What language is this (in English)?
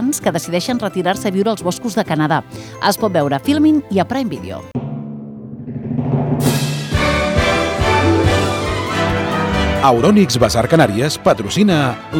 Catalan